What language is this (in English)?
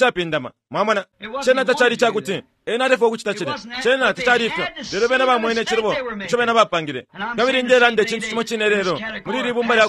Bemba